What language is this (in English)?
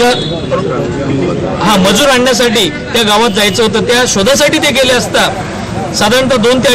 Marathi